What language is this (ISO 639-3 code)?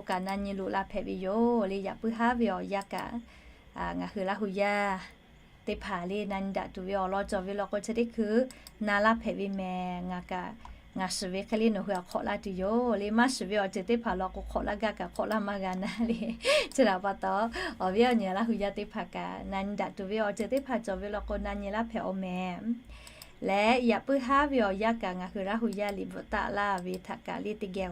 lhu